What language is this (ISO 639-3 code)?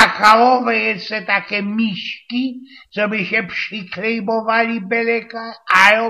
szl